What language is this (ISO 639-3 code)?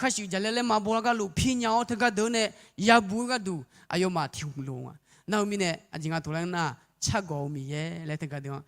ahk